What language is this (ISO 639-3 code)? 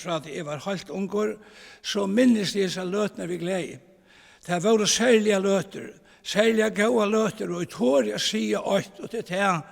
fao